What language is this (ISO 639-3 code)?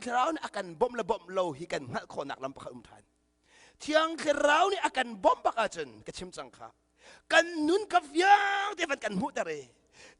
cnh